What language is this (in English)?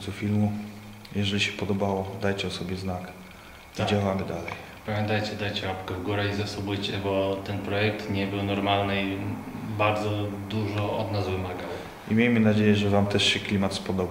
Polish